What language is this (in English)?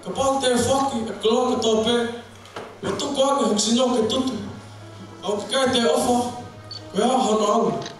Tongan